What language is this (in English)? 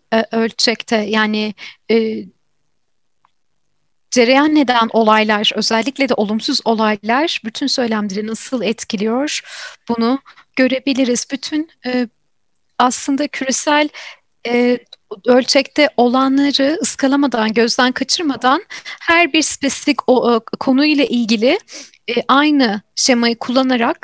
Turkish